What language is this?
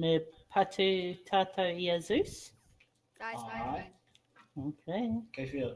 Māori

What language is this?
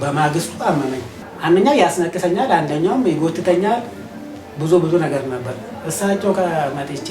Amharic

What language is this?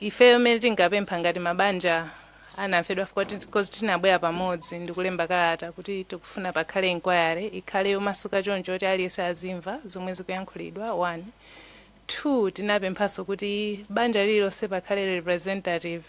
Nyanja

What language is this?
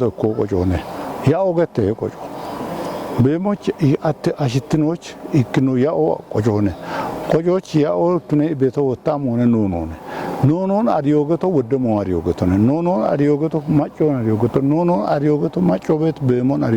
Kafa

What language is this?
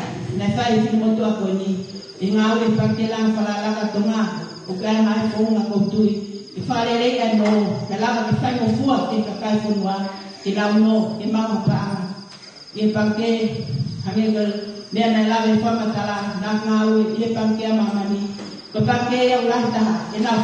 Tongan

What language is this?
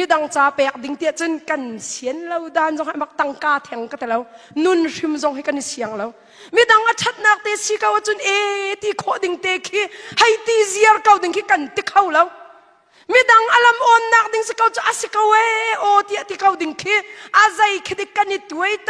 Hakha Chin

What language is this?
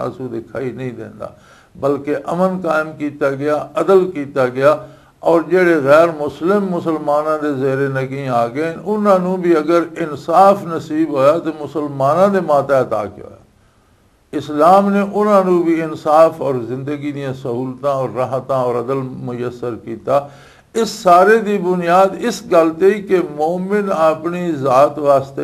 Western Panjabi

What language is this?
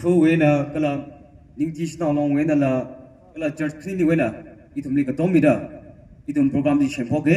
Tangkhul Naga (India)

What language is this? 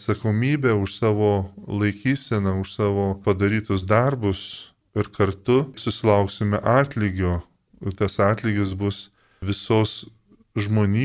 Lithuanian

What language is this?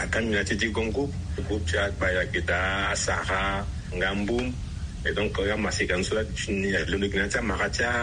Sango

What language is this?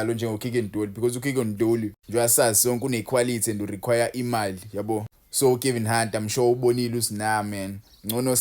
Zulu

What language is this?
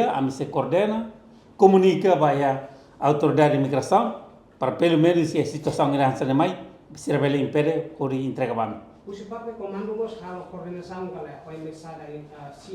Tetum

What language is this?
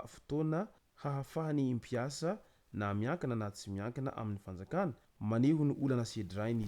Malagasy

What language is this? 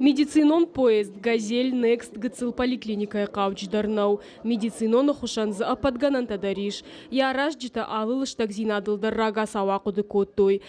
Ossetic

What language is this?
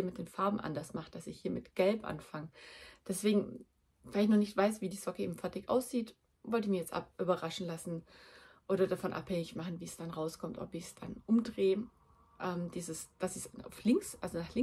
German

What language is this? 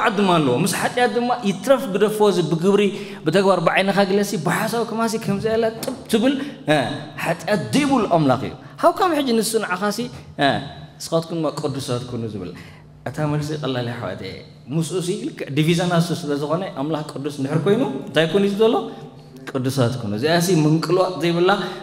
Tigrinya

